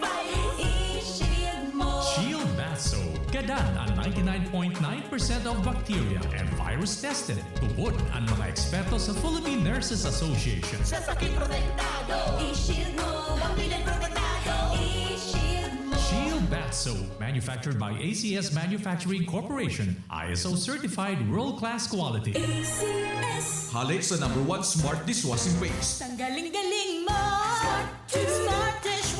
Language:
Bikol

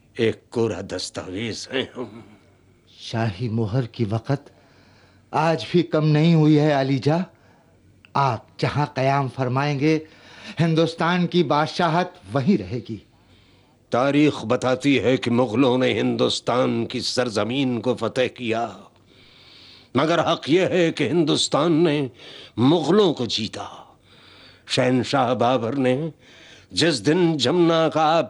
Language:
Urdu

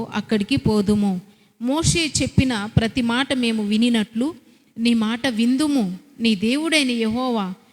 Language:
Koya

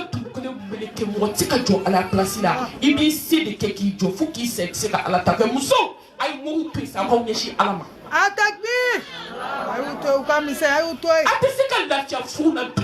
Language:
Bambara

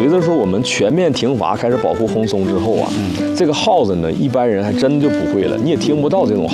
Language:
Chinese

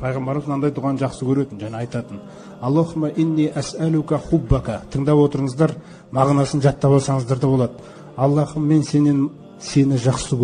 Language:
Kazakh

